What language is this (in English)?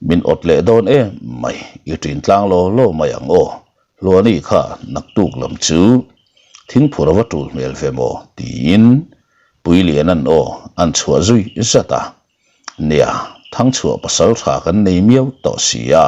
Mizo